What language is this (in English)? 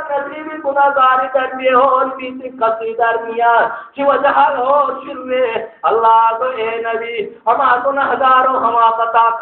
Baluchi